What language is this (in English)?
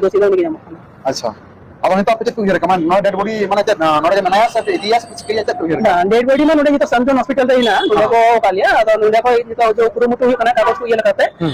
Santali